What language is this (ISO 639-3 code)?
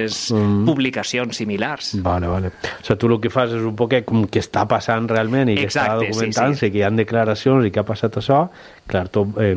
cat